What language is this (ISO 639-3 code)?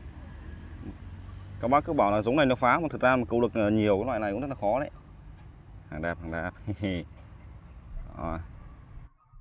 vie